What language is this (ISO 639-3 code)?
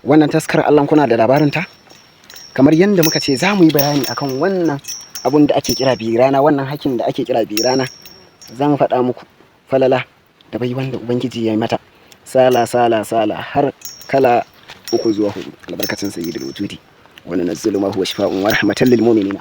hau